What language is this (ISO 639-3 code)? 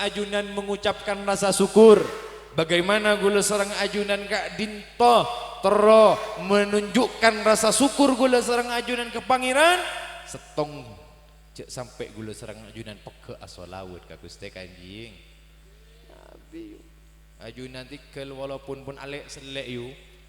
mad